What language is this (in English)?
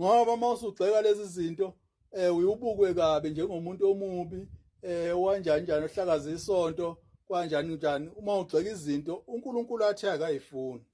Zulu